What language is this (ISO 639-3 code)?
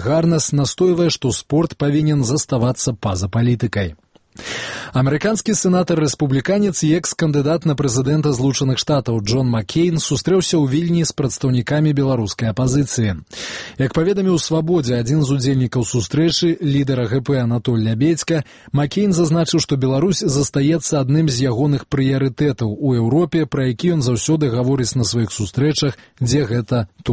bel